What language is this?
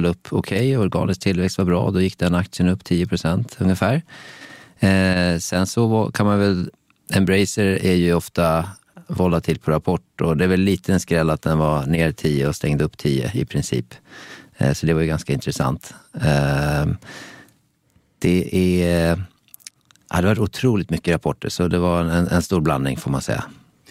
Swedish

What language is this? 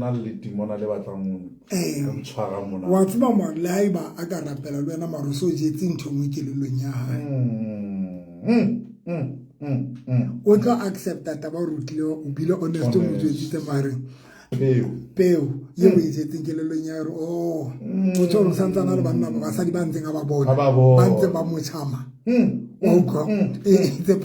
Southern Sotho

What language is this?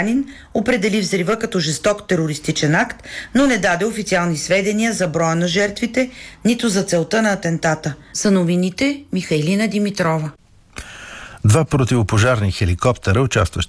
Bulgarian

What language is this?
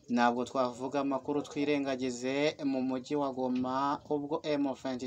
Kinyarwanda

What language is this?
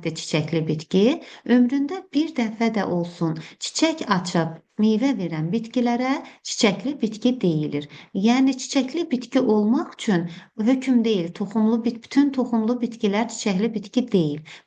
Azerbaijani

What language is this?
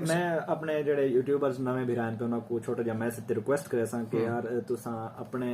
Saraiki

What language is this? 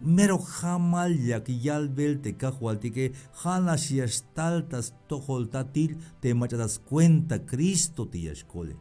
Tzeltal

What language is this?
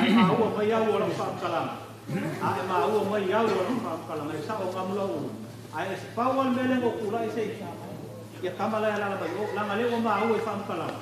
Samoan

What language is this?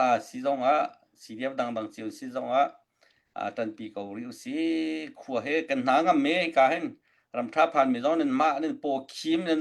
Hakha Chin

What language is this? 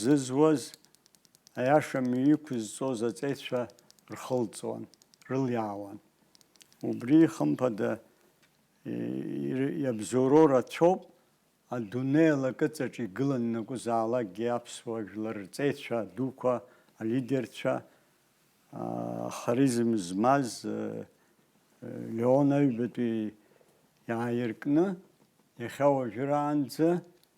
Abkhazian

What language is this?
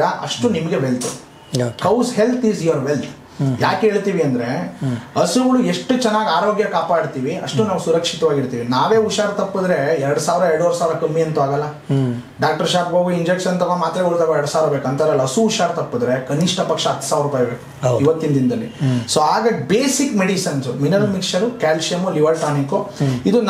Kannada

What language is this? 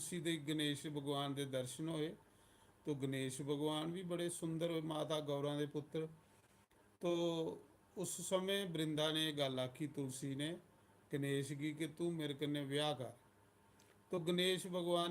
Dogri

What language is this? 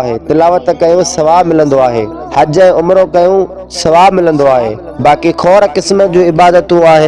Sindhi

